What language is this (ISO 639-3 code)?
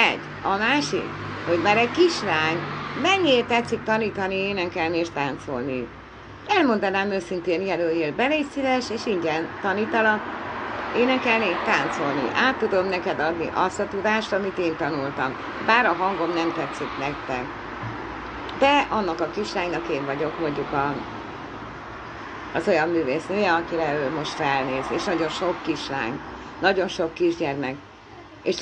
hun